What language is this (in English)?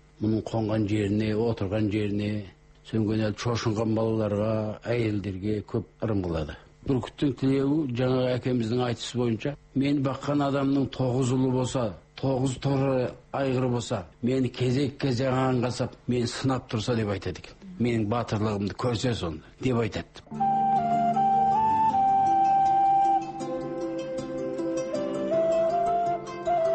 Kazakh